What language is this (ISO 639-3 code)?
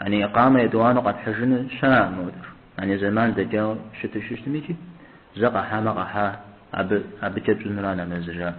kbd